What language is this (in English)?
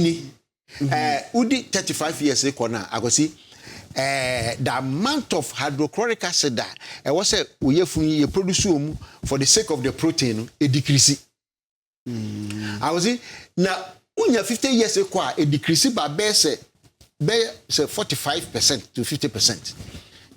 Akan